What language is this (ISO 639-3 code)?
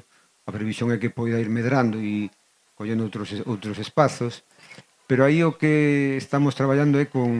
glg